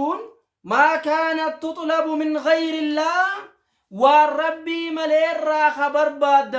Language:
Oromo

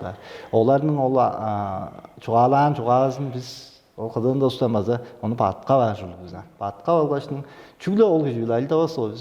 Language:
Tuvinian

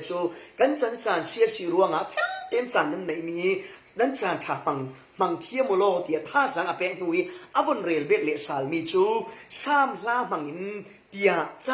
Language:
Falam Chin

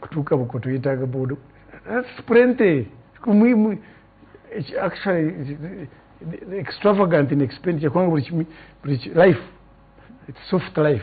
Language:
Ganda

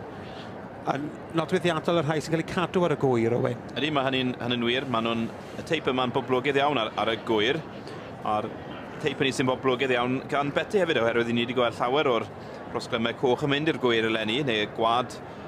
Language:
Welsh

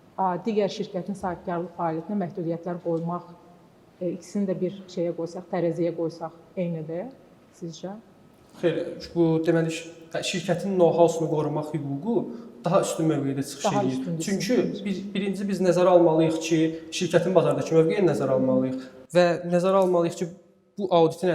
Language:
Azerbaijani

